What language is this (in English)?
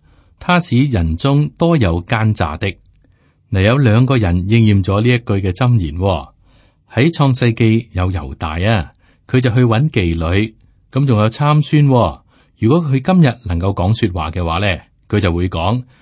Cantonese